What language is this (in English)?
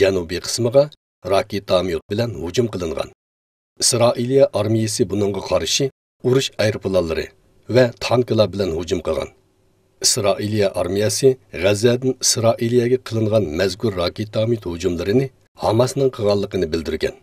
Uyghur